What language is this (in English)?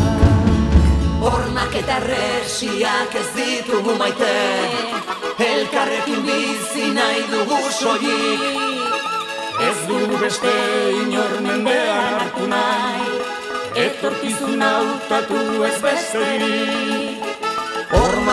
Basque